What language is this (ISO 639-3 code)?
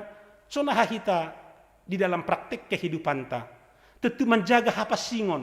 bts